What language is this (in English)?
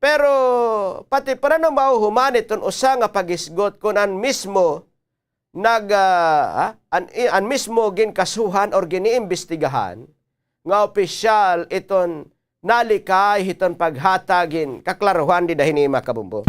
Waray